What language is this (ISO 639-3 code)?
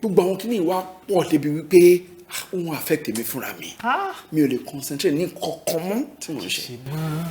yor